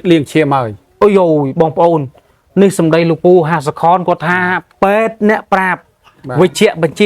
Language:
Khmer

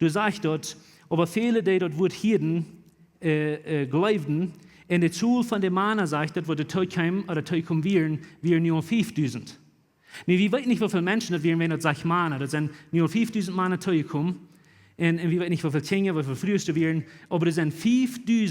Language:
Plautdietsch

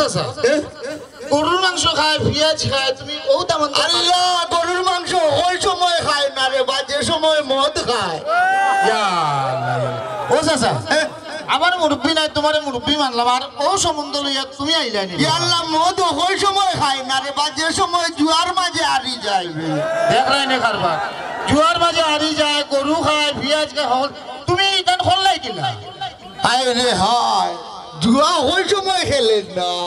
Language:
Sylheti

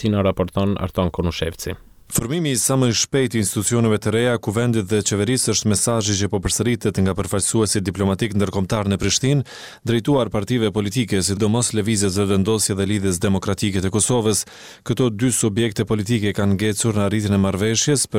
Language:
Albanian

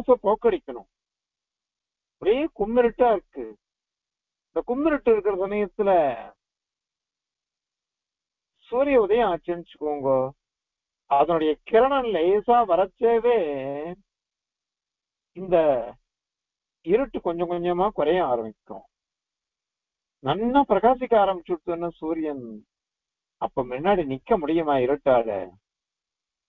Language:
Tamil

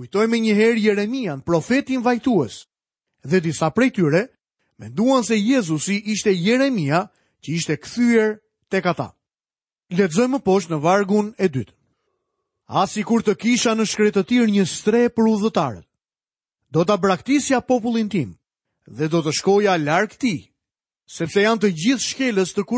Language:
Albanian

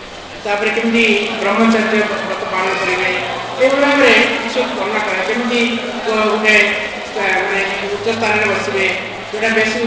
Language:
Odia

